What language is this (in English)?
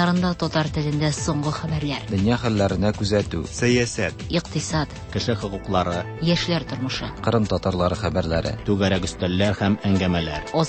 Tatar